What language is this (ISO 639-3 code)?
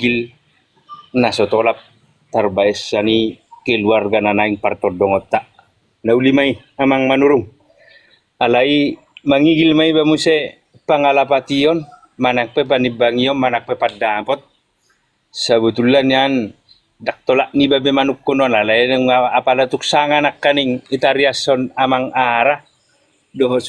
bbc